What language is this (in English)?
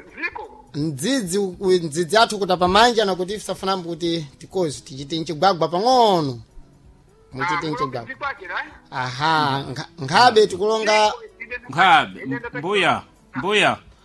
Sena